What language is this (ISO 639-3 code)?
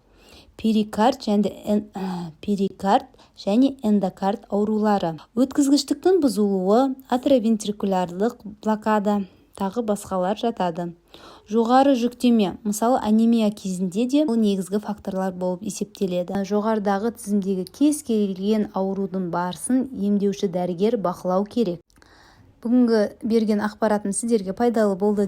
kaz